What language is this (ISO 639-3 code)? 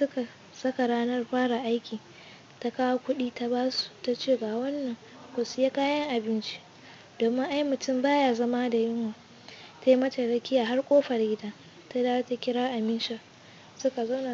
hau